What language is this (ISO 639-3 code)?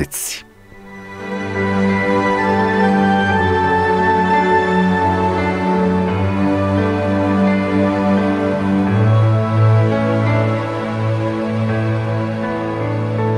pol